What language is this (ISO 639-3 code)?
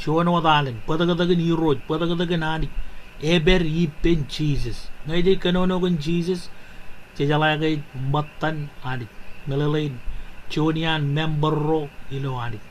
mah